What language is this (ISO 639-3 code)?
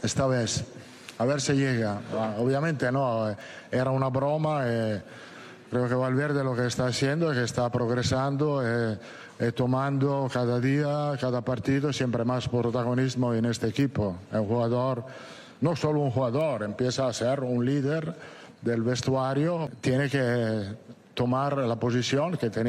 spa